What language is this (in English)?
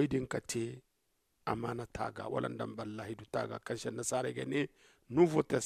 Zarma